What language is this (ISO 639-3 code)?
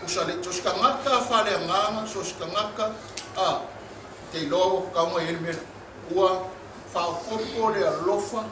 smo